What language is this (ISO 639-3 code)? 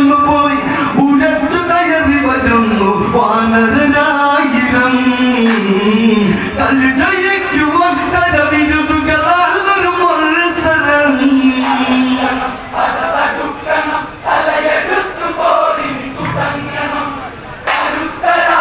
mal